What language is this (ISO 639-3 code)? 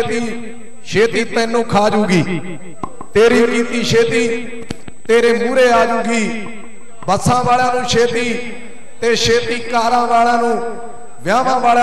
pan